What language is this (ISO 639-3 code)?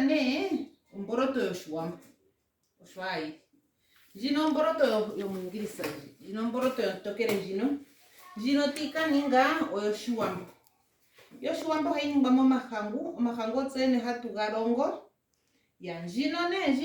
ndo